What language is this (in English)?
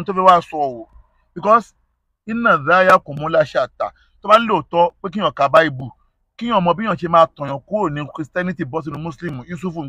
Yoruba